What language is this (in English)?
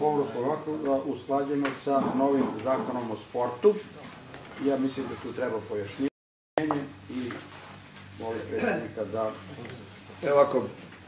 Serbian